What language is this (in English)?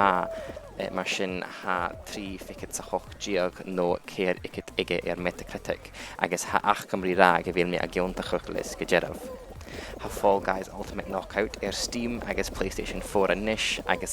Scottish Gaelic